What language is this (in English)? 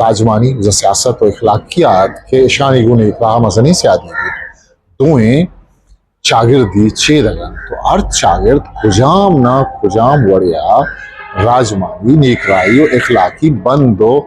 Eastern Balochi